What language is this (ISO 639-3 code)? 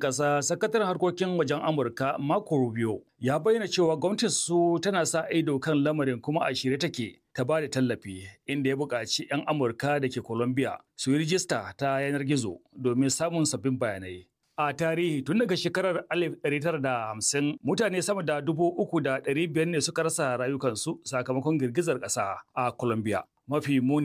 hau